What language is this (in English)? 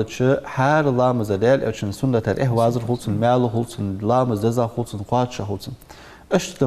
Ingush